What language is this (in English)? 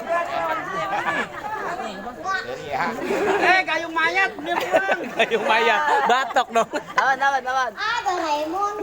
Betawi